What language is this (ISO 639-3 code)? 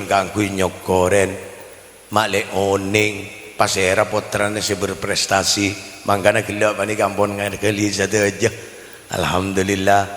mad